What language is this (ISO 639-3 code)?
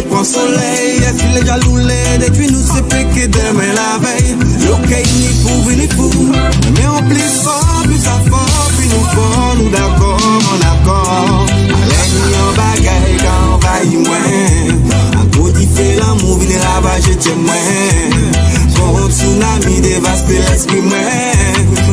gcf